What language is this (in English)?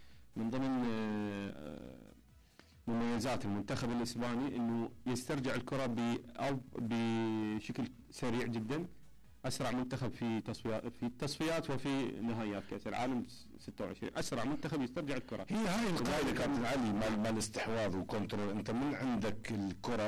Mesopotamian Arabic